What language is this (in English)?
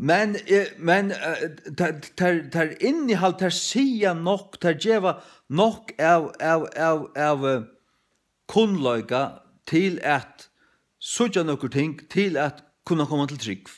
Faroese